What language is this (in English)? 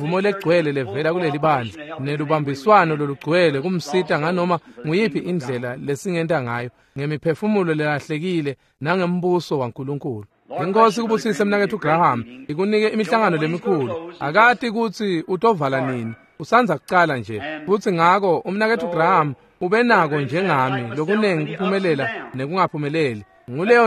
Swati